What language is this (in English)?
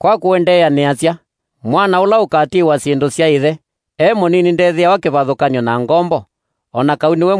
Kamba